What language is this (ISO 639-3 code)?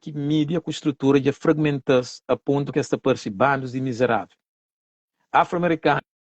kea